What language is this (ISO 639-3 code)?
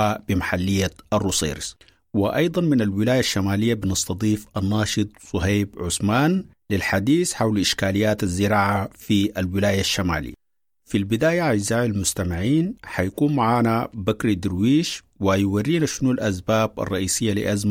apd